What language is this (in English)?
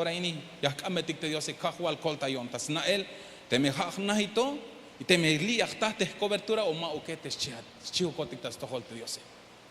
Tzeltal